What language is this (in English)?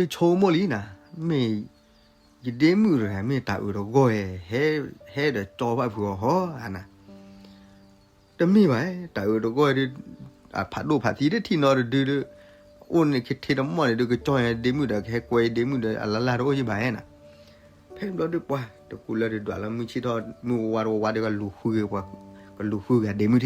S'gaw Karen